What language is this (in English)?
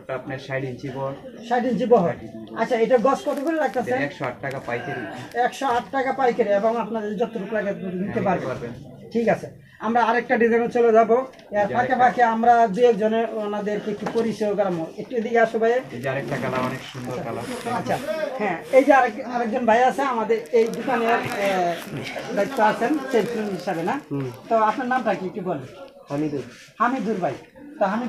Bangla